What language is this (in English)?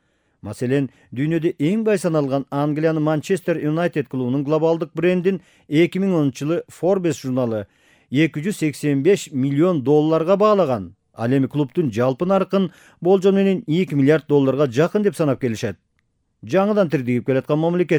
Kyrgyz